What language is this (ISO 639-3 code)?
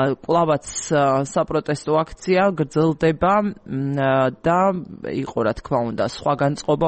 kat